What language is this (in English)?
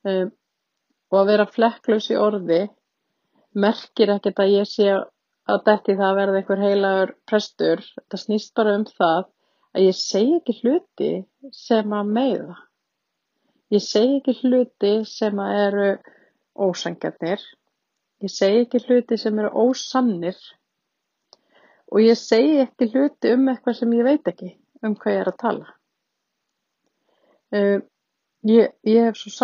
Icelandic